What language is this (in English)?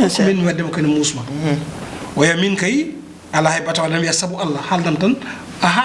Fula